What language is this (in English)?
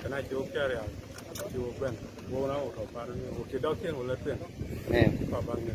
Nuer